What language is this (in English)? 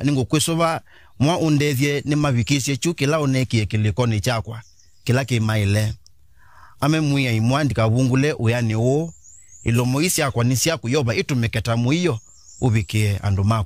Kamba